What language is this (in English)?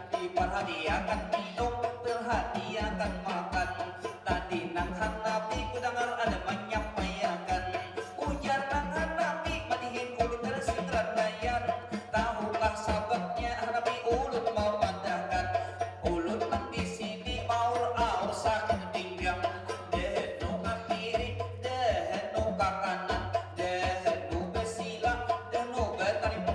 Banjar